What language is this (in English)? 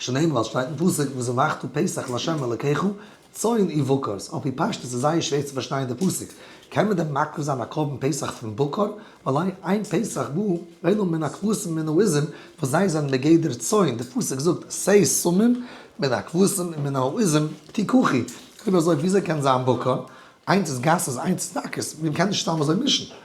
Yiddish